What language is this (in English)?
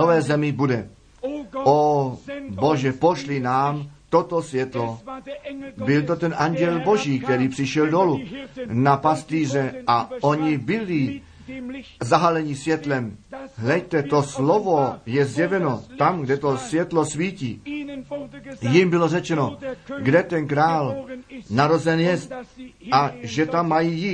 Czech